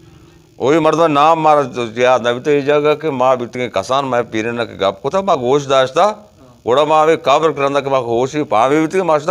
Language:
Baluchi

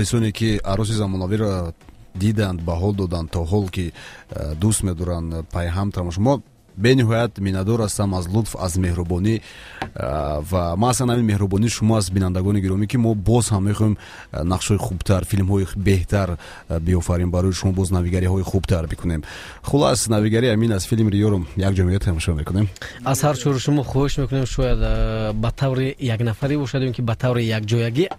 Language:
Tajik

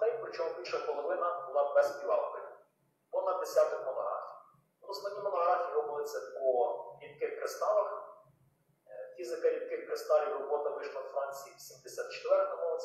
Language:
Ukrainian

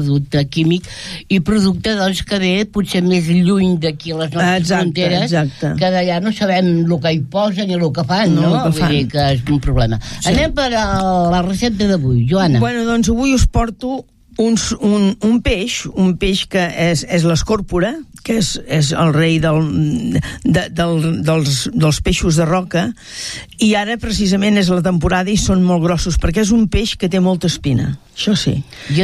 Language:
Catalan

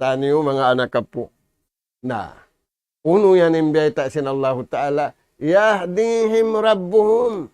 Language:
Tausug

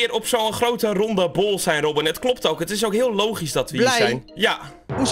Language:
Dutch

